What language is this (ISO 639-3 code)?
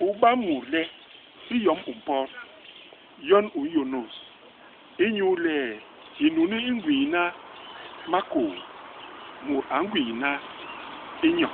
bas